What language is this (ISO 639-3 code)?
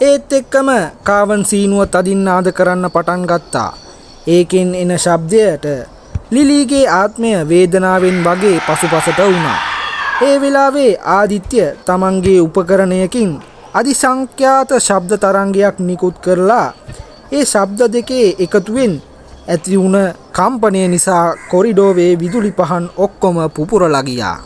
sin